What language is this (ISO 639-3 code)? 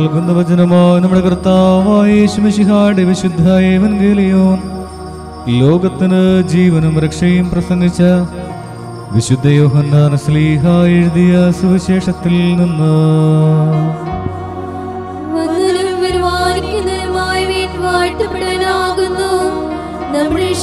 mal